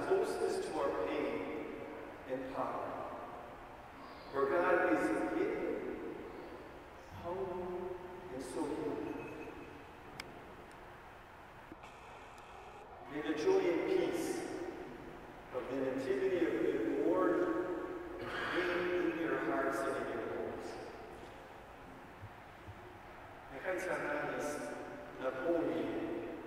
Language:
English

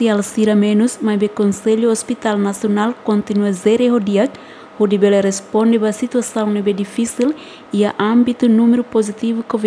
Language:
Tetum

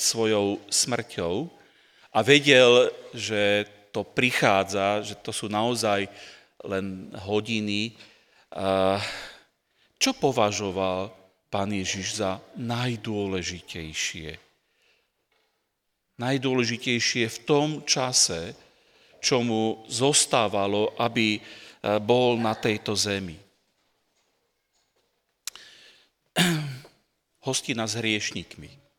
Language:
Slovak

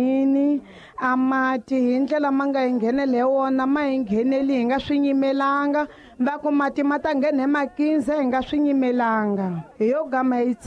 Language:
Tsonga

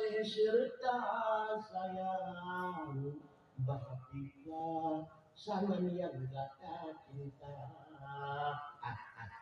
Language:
Achinese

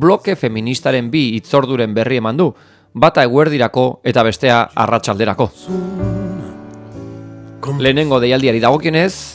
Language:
Basque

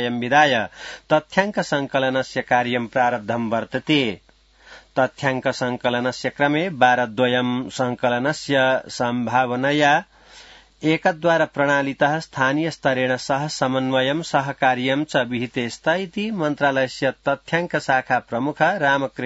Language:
Sanskrit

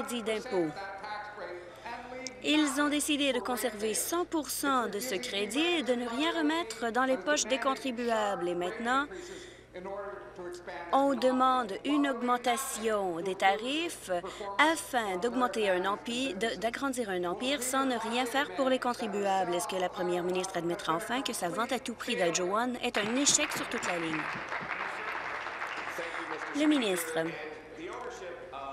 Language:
French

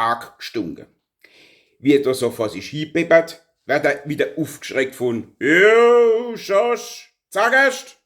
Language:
Palatine German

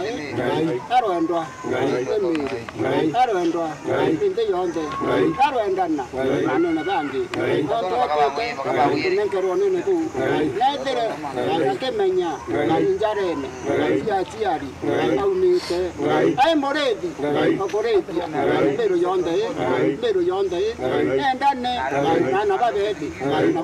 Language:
Meru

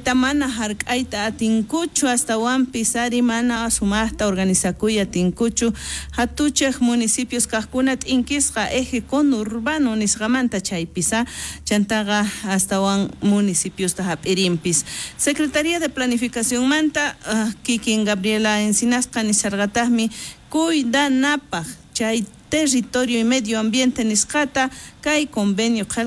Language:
South Bolivian Quechua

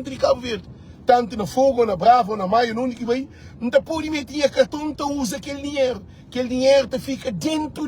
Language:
Kabuverdianu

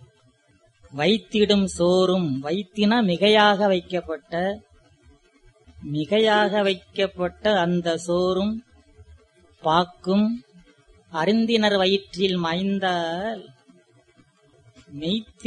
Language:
Tamil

